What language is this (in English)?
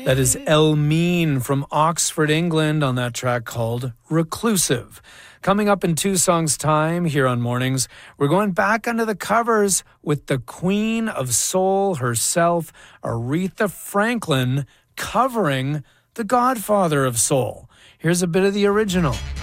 English